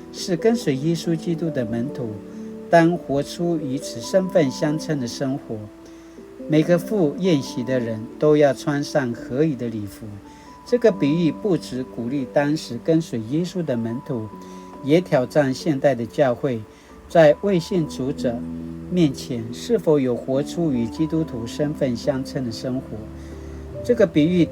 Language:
Paiwan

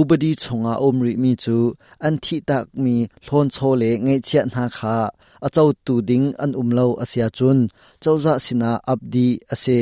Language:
Hakha Chin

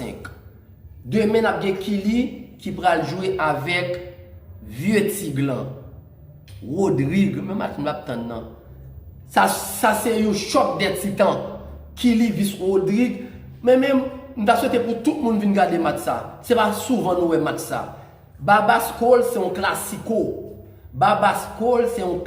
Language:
Haitian Creole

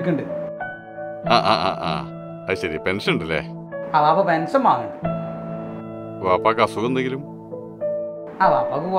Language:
Malayalam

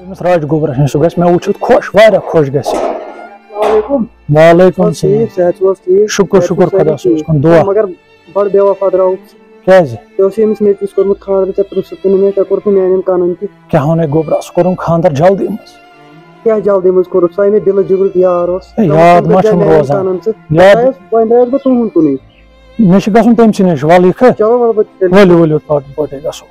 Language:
Kashmiri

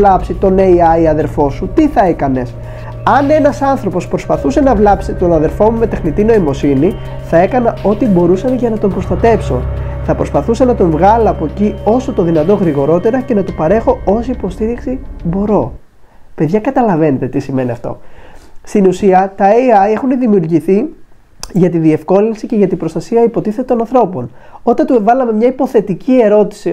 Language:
Greek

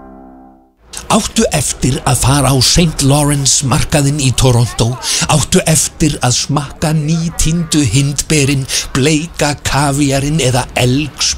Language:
Icelandic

